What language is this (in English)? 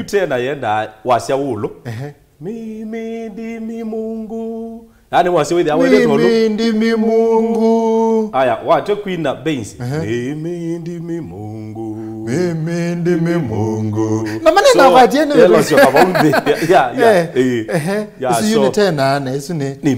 Kamba